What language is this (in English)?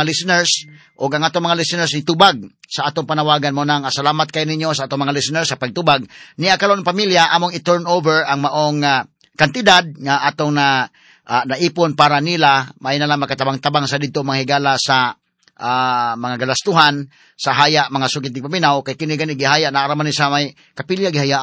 Cebuano